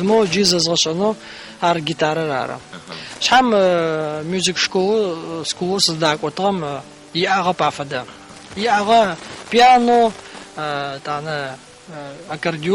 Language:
Adyghe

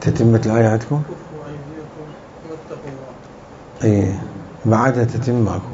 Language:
Mesopotamian Arabic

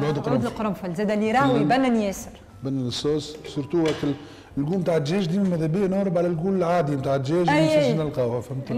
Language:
Tunisian Arabic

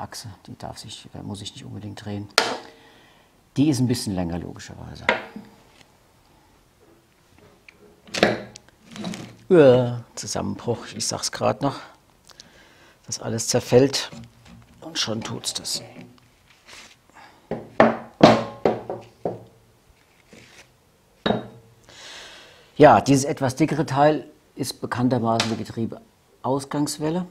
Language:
German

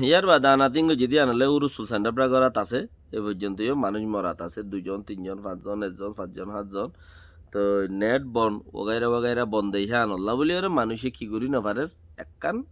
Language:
Rohingya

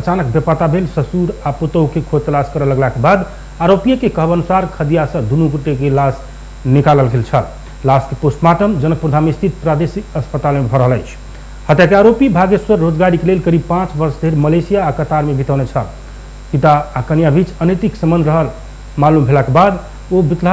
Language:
Maithili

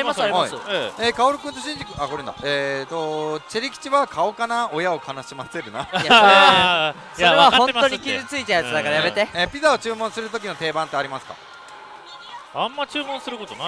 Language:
Japanese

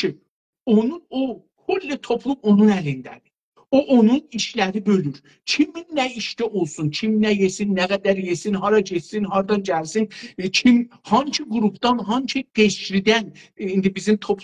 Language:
South Azerbaijani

